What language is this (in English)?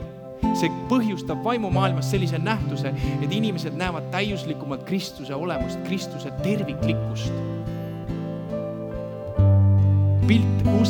Estonian